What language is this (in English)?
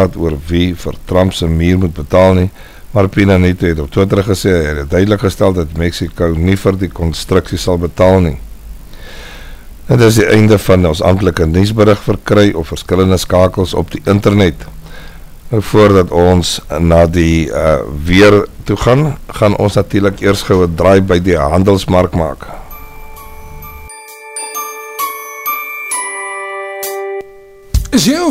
Afrikaans